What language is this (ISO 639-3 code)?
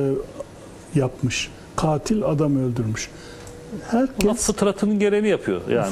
tur